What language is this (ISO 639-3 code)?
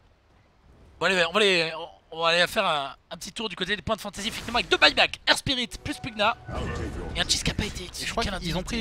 fra